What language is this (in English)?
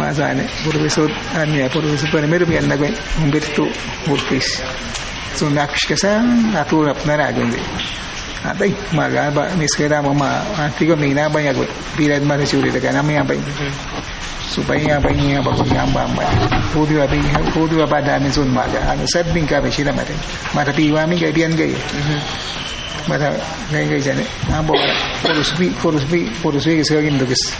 Awa-Cuaiquer